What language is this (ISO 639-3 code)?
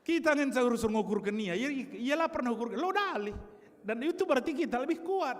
btx